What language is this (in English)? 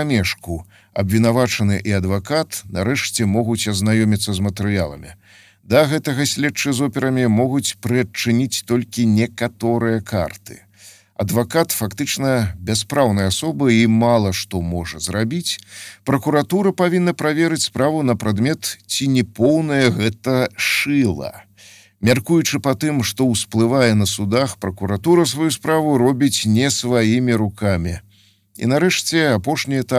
Belarusian